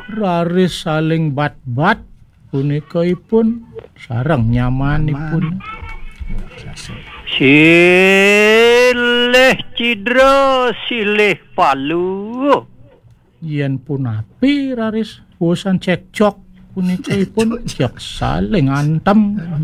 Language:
Balinese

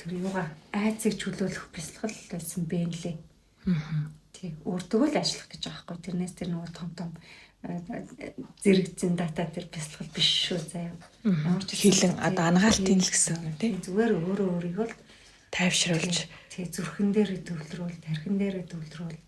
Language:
Mongolian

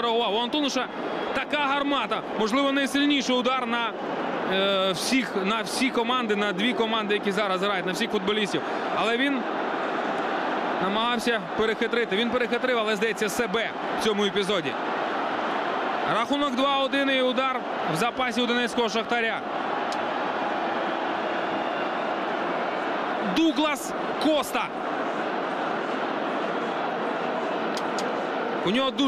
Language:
Ukrainian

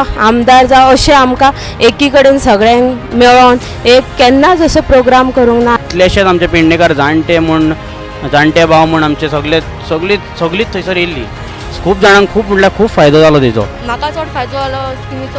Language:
Konkani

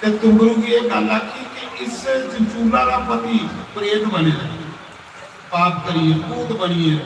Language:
Dogri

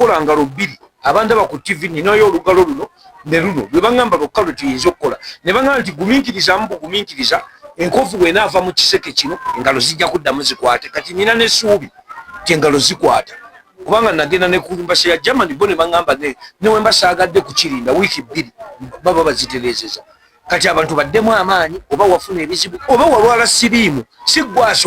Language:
Ganda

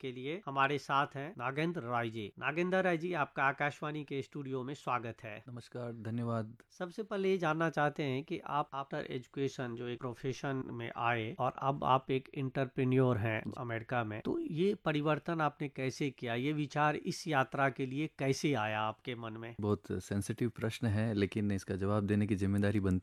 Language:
Hindi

